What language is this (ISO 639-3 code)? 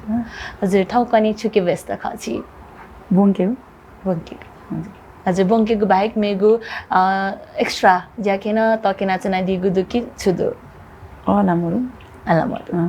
new